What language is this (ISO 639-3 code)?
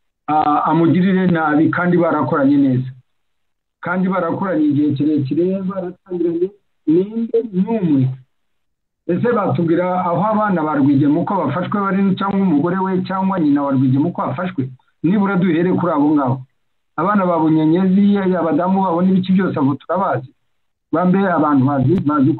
kin